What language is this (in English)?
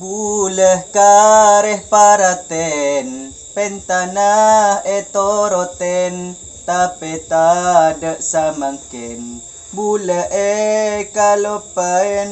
Madurese